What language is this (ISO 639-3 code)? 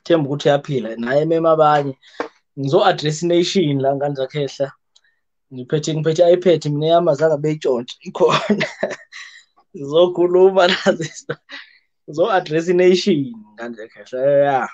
zul